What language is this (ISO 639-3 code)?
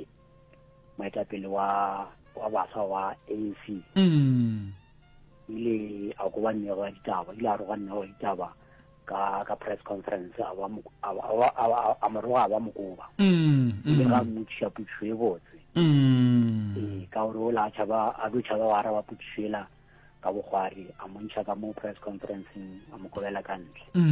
nso